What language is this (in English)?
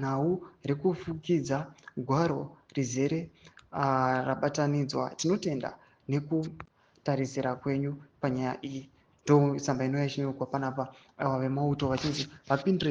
Shona